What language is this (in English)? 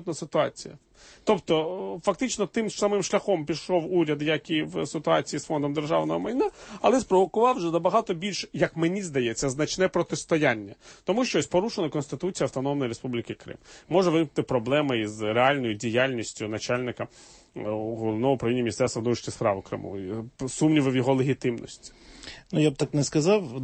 Ukrainian